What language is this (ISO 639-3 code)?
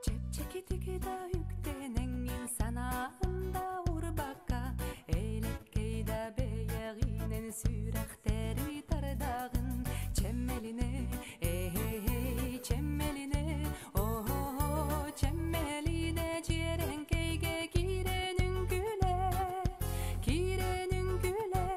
sah